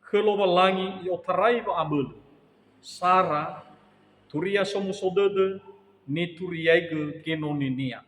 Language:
Nias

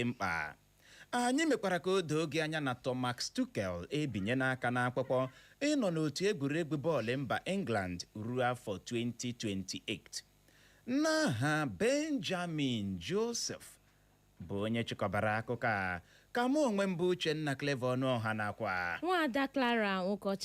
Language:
Igbo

